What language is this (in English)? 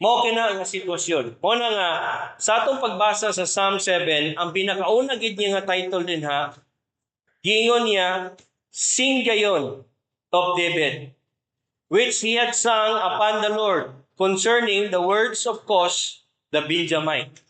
Cebuano